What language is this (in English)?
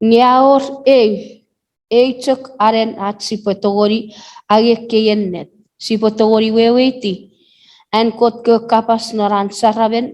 Chuukese